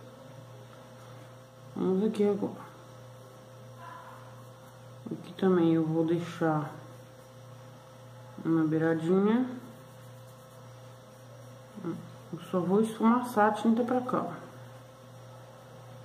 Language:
Portuguese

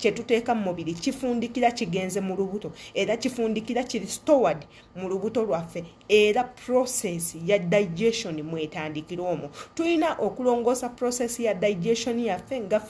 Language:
Ganda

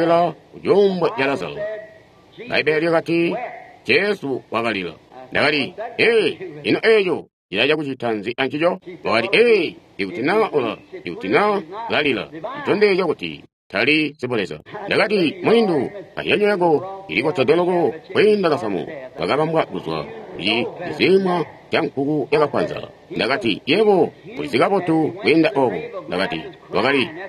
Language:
Tonga (Zambia)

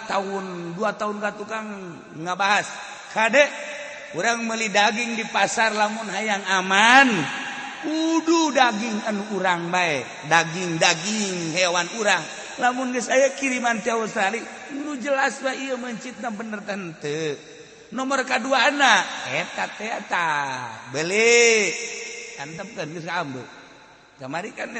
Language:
Sundanese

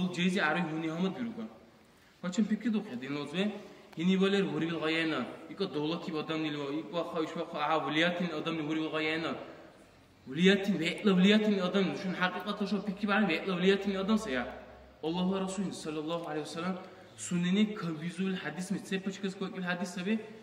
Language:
Dargwa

